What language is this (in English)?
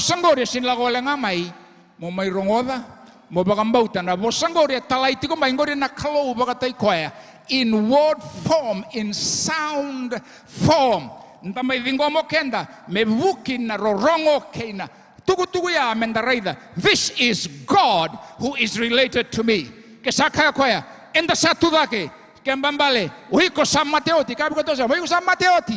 Fijian